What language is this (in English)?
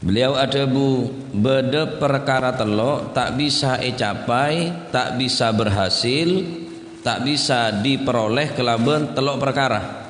Madurese